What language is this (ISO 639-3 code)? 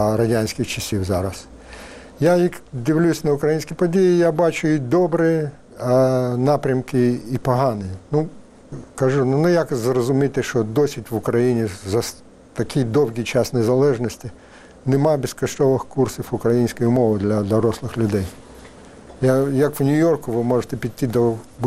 ukr